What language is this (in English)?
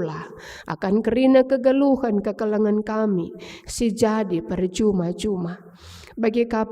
Batak Karo